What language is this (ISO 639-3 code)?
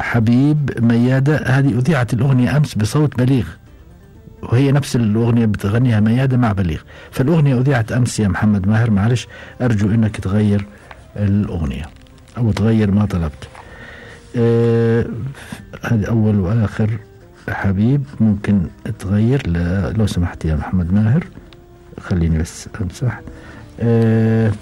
afb